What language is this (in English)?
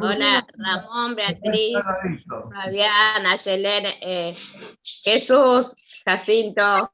Guarani